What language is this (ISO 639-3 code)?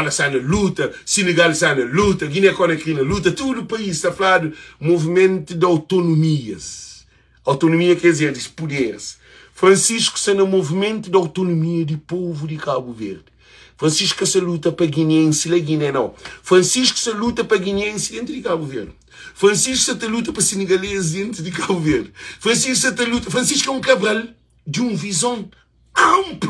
kea